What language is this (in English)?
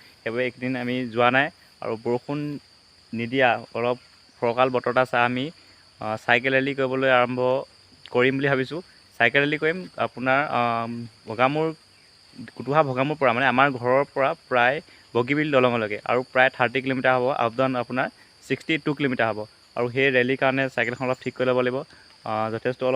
Assamese